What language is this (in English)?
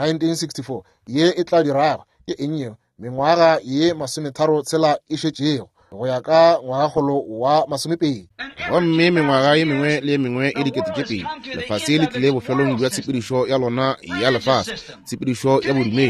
Northern Sotho